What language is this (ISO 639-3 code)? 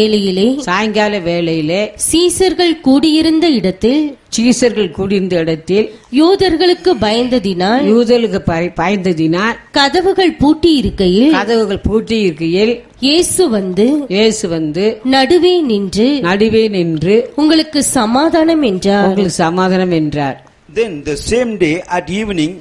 tam